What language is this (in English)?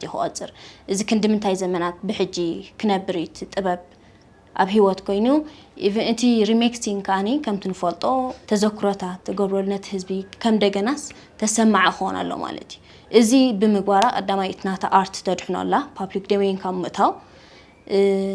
Tigrinya